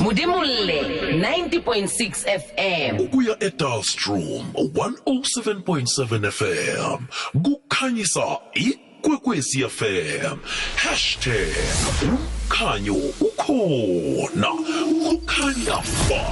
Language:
South Ndebele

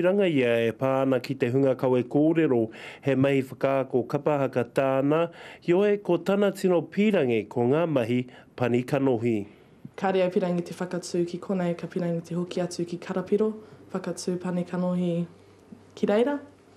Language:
Māori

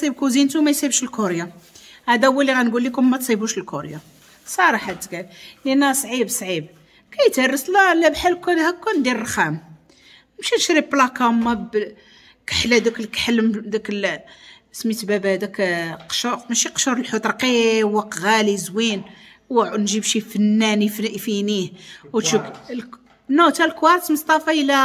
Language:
Moroccan Arabic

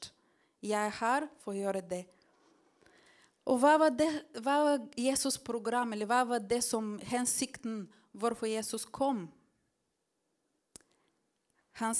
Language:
Norwegian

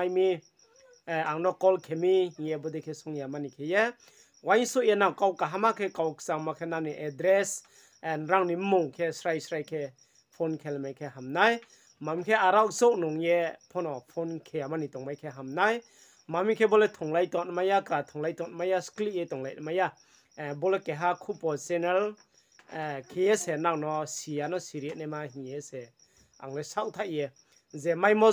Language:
Riang (India)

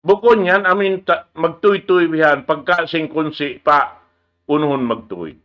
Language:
Tausug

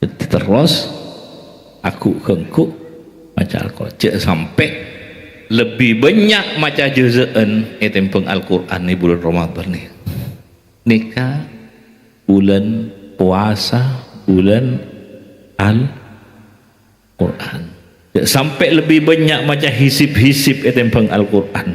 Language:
Madurese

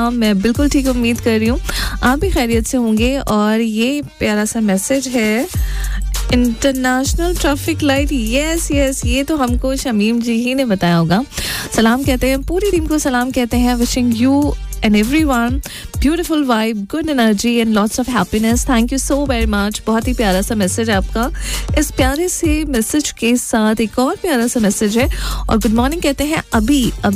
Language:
Hindi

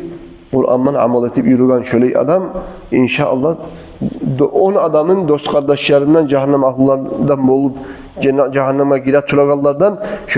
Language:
Kumyk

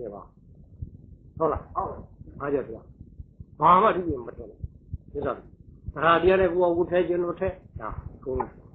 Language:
Burmese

